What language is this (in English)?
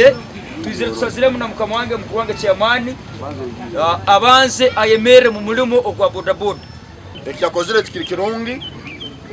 Nyankole